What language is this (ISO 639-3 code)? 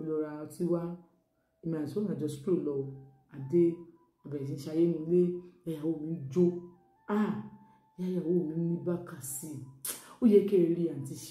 yor